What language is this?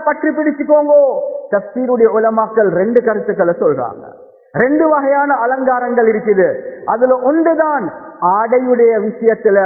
Tamil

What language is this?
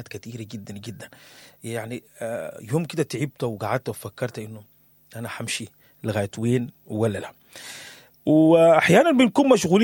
Sudanese Arabic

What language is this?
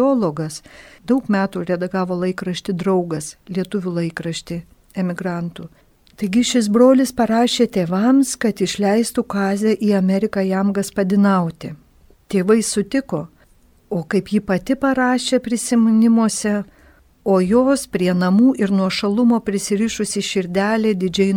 Lithuanian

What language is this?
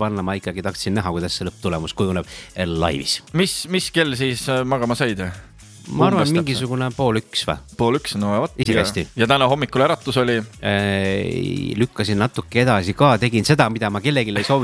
Estonian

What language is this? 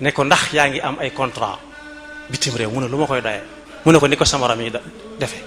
Wolof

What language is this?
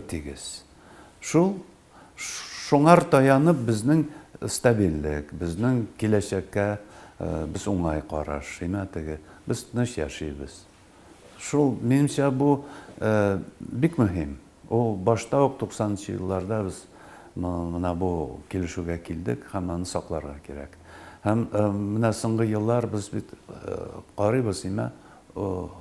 Tatar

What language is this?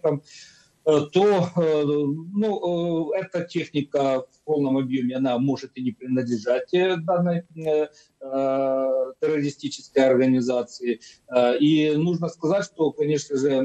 Russian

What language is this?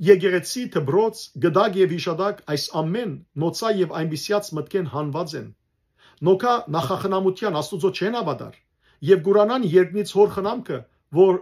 Western Armenian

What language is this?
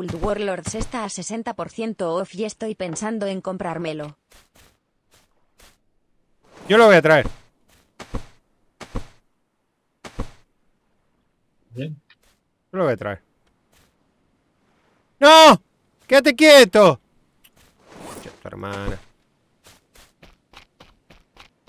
Spanish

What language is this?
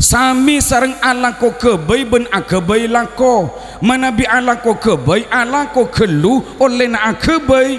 Madurese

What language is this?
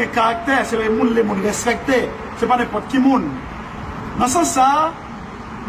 Haitian Creole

